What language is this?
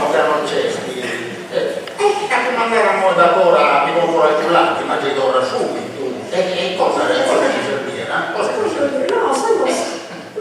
Sardinian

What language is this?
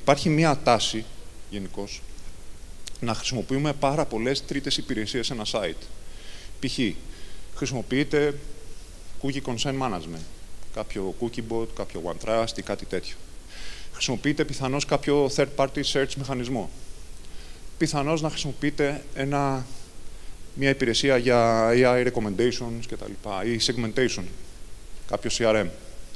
Greek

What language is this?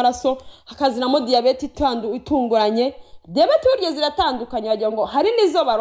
Kinyarwanda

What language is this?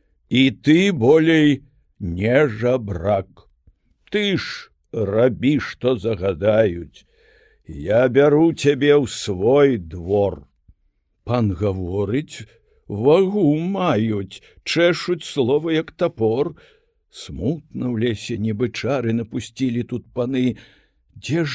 Belarusian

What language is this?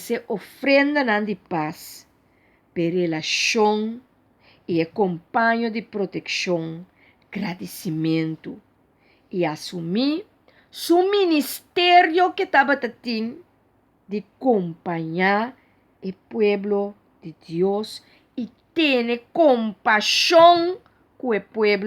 Papiamento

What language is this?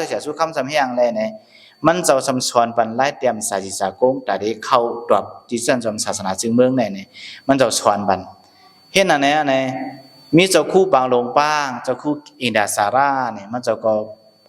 Shan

